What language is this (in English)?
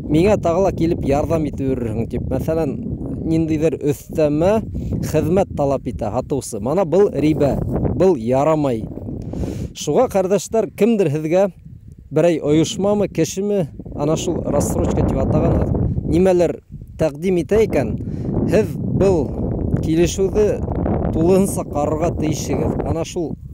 Bashkir